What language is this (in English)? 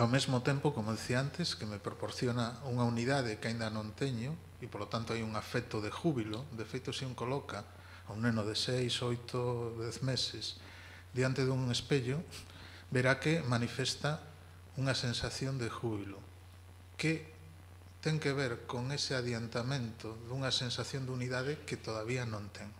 Galician